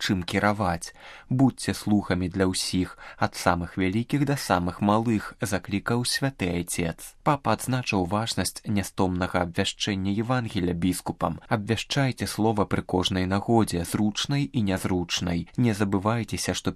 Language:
Belarusian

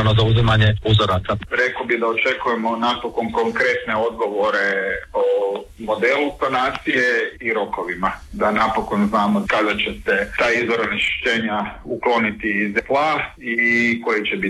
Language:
Croatian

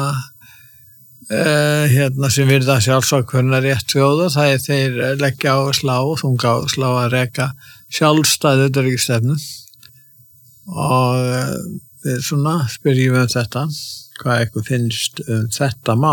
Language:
Icelandic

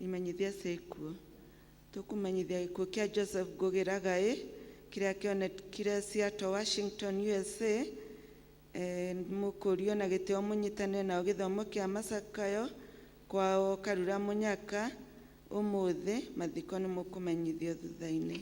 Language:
Kikuyu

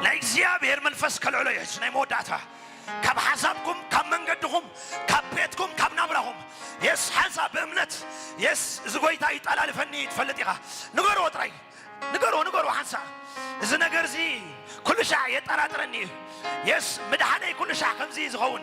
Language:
Tigrinya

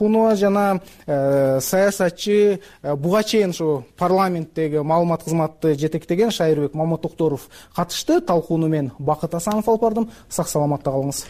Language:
Kyrgyz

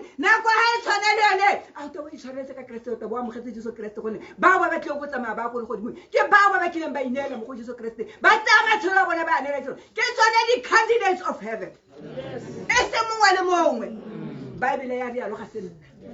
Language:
Tswana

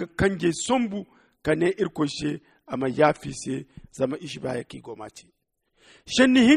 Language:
Zarma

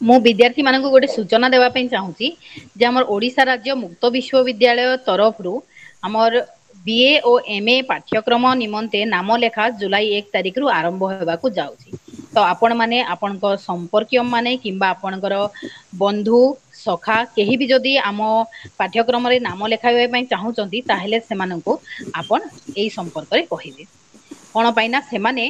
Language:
Odia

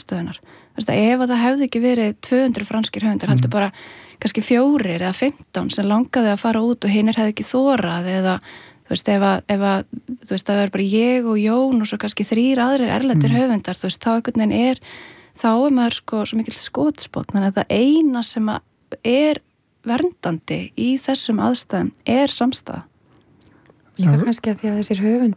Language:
Icelandic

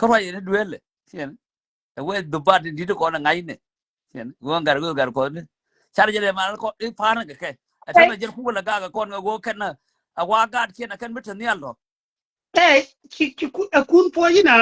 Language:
Nuer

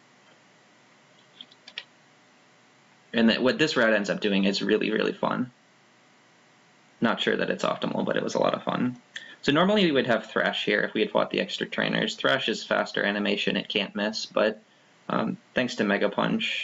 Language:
English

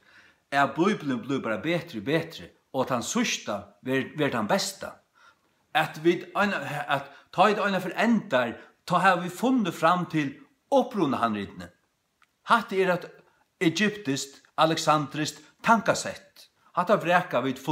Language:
Faroese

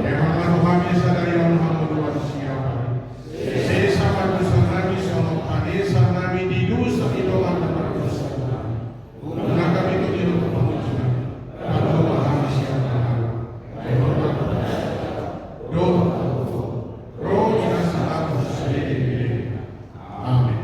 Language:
Batak Toba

